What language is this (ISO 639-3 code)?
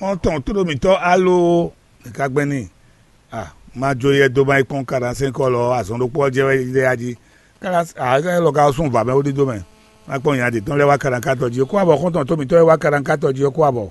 fon